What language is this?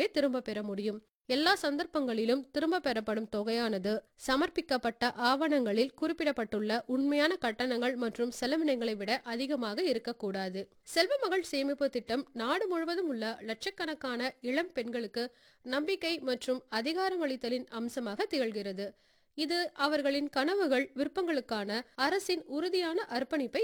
Tamil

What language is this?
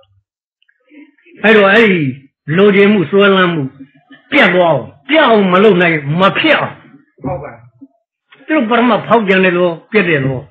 Burmese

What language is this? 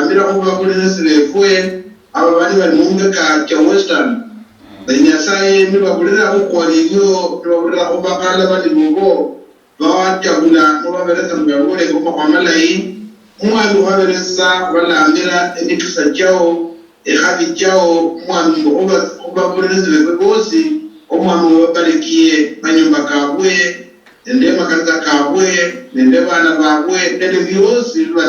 Luyia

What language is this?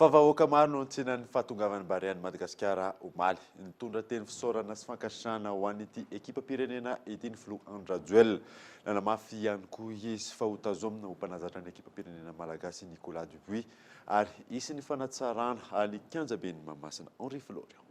Malagasy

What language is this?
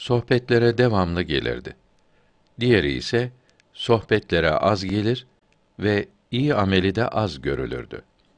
Turkish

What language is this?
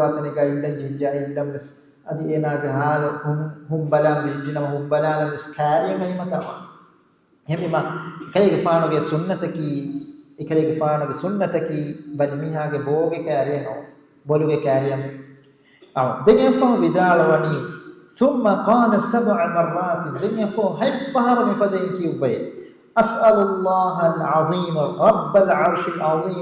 Divehi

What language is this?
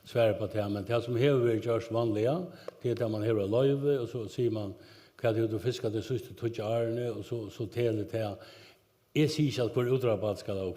Faroese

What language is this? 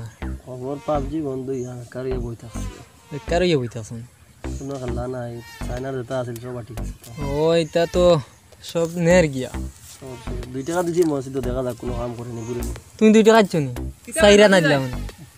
Sylheti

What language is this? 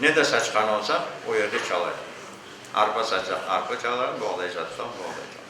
Crimean Tatar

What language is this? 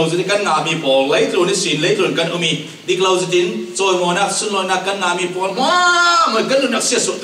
Falam Chin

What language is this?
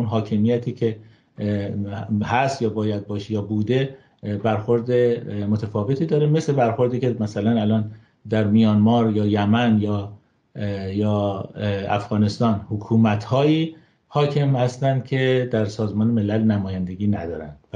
Persian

